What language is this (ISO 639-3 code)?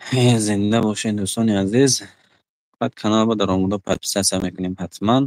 tgk